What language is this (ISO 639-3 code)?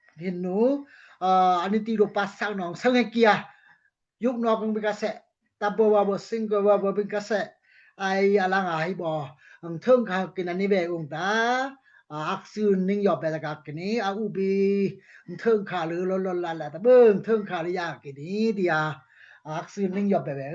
dao